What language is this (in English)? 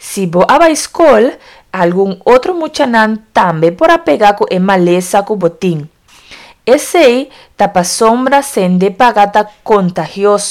Papiamento